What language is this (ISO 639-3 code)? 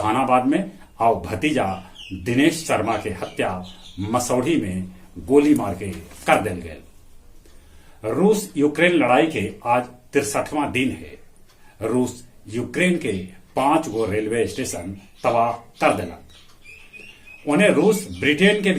mag